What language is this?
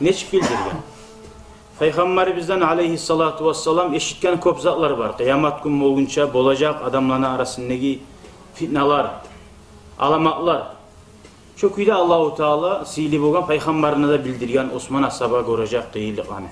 Kumyk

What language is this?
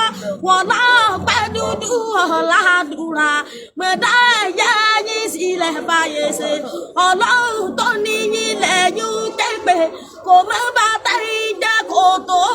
Yoruba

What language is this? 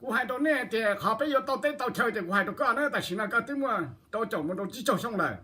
Hmong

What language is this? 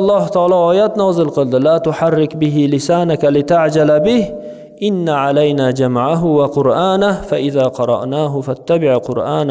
Uzbek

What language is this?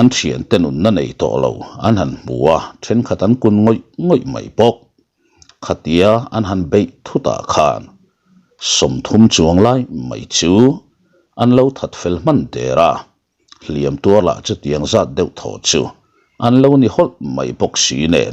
Mizo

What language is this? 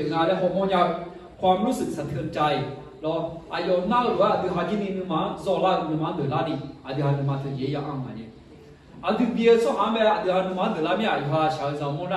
Akha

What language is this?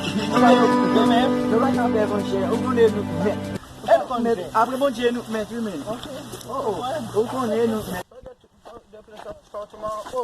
Haitian Creole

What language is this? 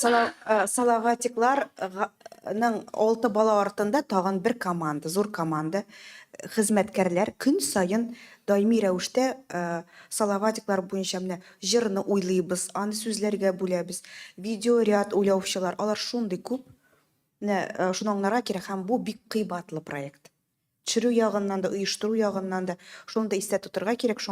Tatar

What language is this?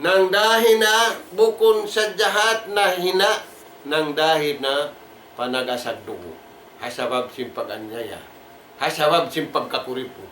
Tausug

